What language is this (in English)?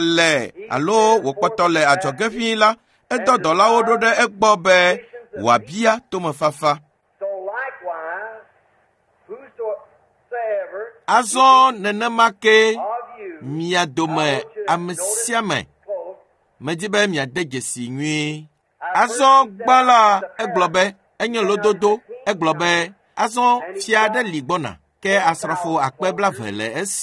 Ewe